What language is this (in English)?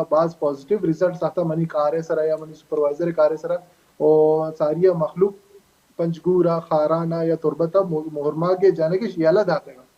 Baluchi